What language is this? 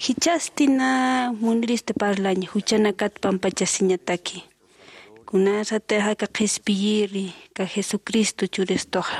Aymara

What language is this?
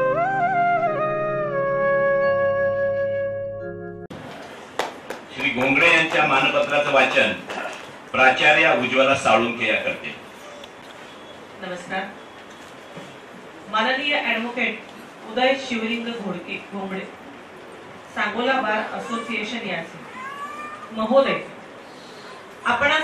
Marathi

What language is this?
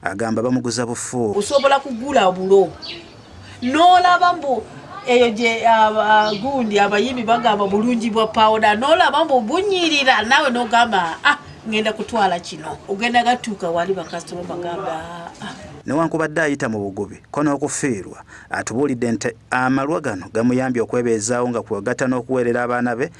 Ganda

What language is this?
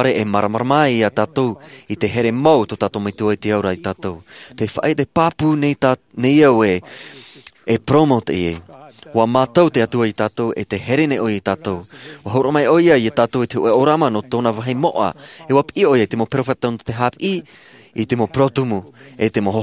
Tahitian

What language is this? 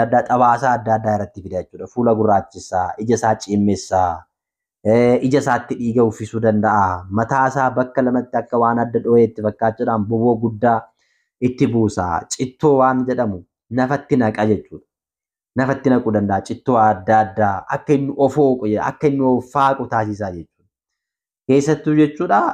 Oromo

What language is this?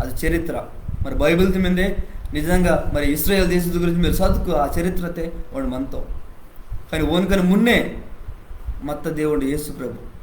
Koya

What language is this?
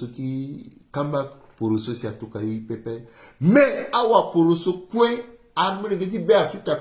Sango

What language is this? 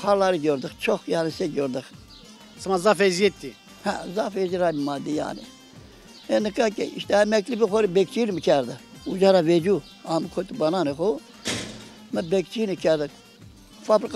Zaza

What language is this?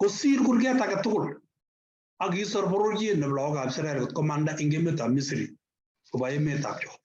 Kalenjin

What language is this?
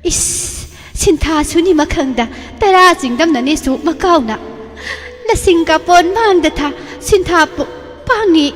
Manipuri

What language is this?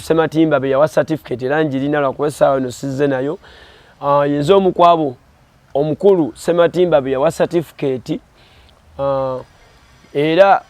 Ganda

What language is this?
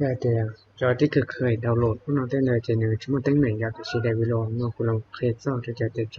Hmong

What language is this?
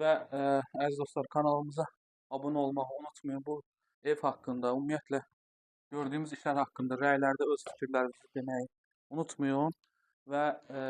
Azerbaijani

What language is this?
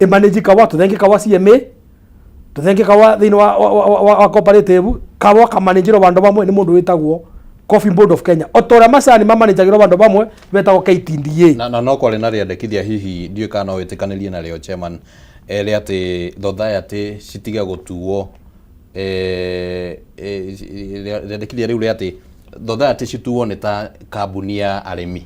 Kikuyu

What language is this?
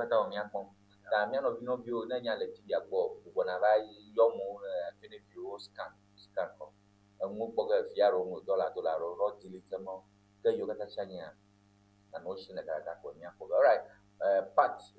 Ewe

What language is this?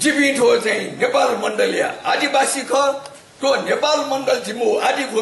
Newari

